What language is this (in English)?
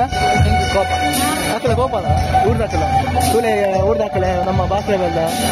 Tulu